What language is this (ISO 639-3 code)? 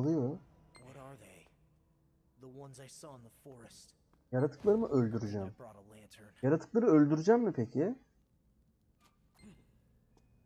tur